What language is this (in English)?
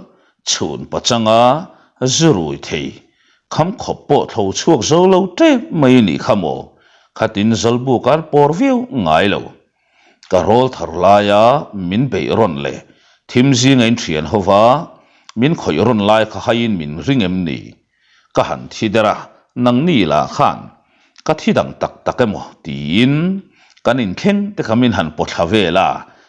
Mizo